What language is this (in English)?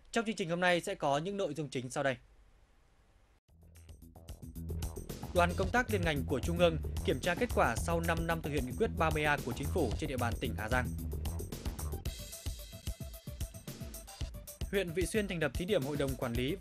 Vietnamese